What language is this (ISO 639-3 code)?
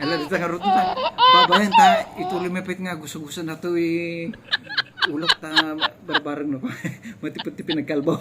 ilo